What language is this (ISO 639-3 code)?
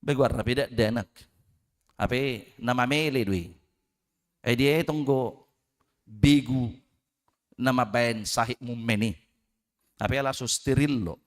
bbc